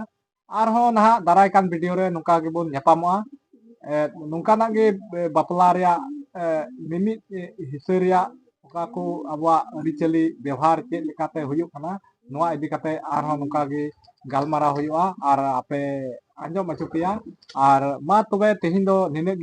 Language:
Santali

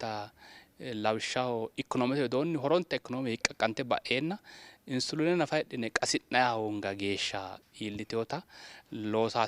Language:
Sidamo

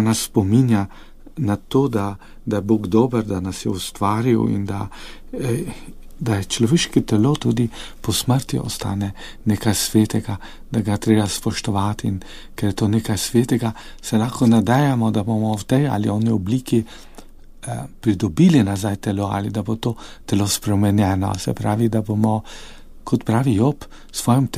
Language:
Slovenian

